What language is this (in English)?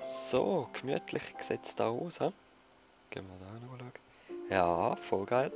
Swiss German